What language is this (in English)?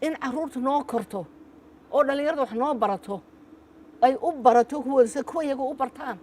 Somali